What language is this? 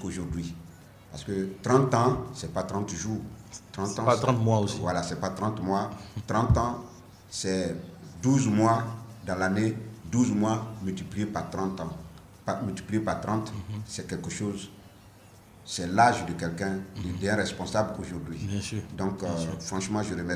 French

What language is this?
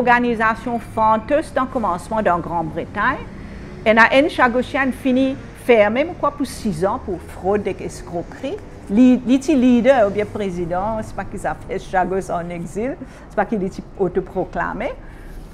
Morisyen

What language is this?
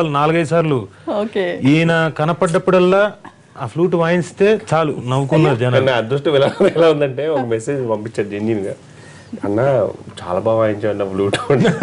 Telugu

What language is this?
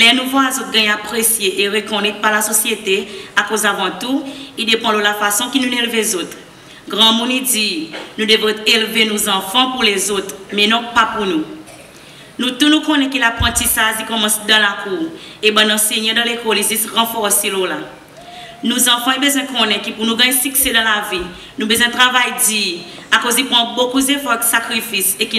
Seselwa Creole French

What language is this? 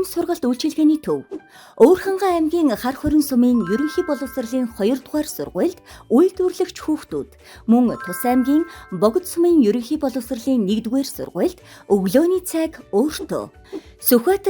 Mongolian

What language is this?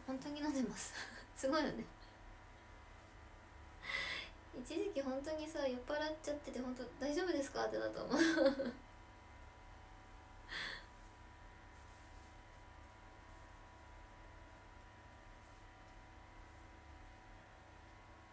Japanese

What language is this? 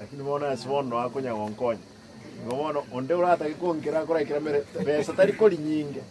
Gusii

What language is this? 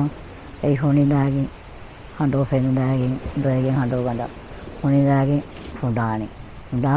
Divehi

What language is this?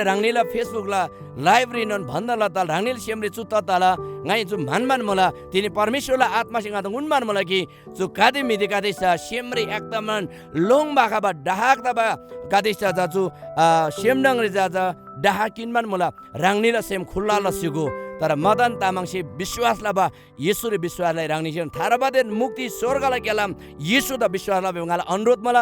Eastern Tamang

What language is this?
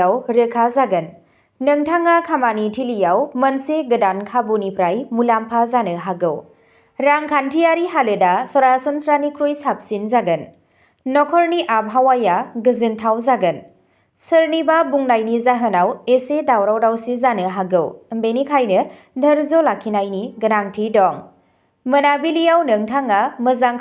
Bodo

